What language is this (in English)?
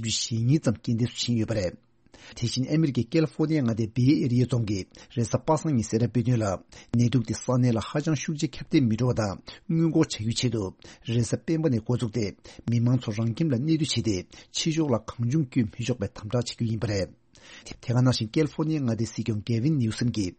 Tibetan